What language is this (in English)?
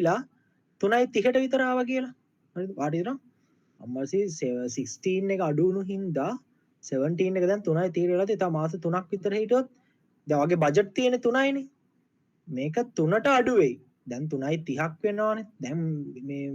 Sinhala